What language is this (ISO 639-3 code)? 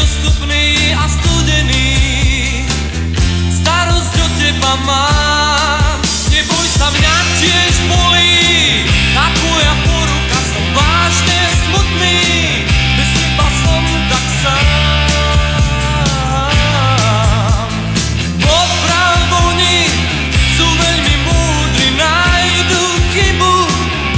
slk